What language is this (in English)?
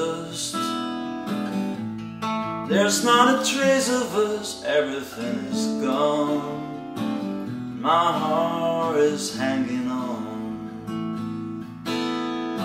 English